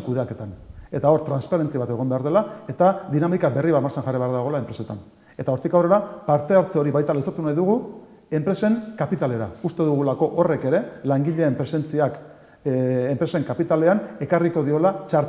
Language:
Basque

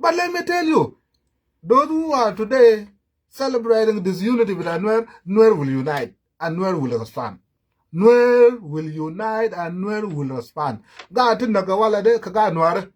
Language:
Nuer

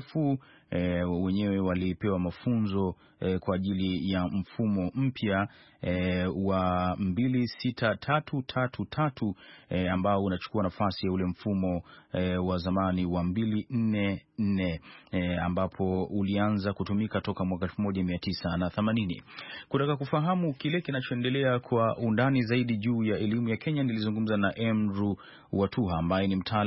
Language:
Swahili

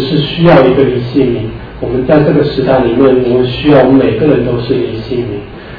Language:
Chinese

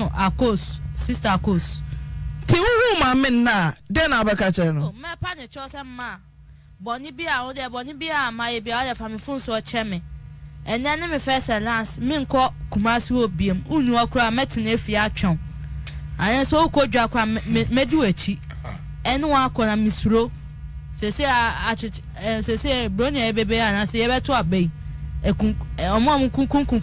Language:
Akan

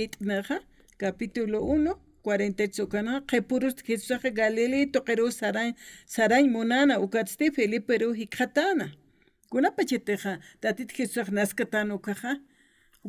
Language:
Aymara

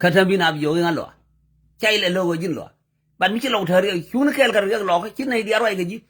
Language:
Nuer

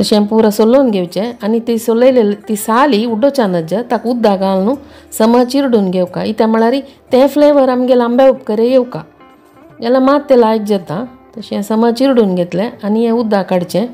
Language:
Konkani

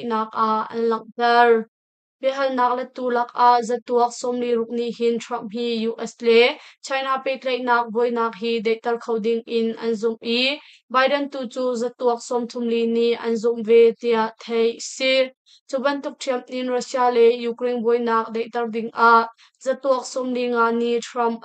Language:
Hakha Chin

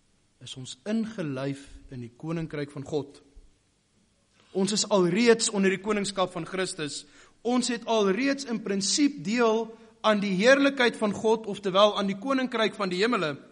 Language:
Afrikaans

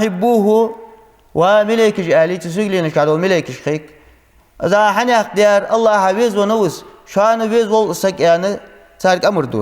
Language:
Ingush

